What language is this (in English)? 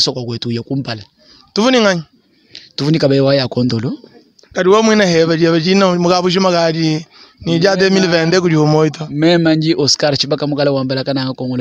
Luba-Lulua